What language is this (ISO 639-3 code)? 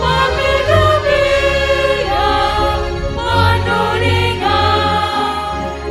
bts